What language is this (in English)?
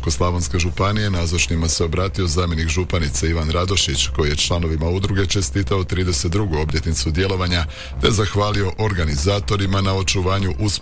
Croatian